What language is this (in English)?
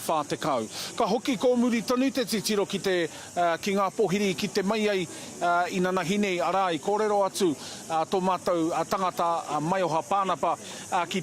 Māori